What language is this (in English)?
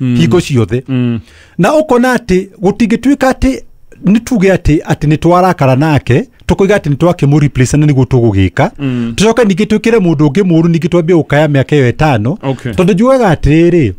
Kikuyu